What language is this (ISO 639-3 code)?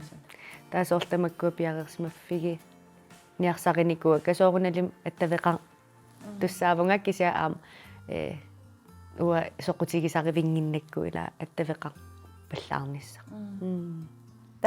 kal